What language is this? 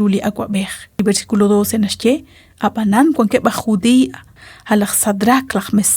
Kekchí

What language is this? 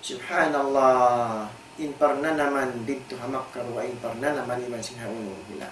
Tausug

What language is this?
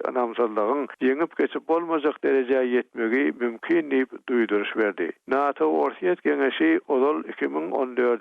Turkmen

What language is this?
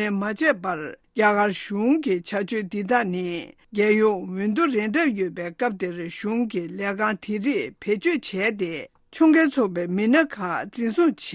Tibetan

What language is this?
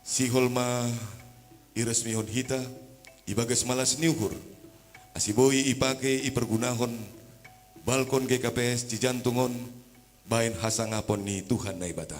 Batak Simalungun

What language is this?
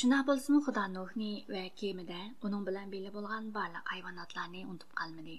Uyghur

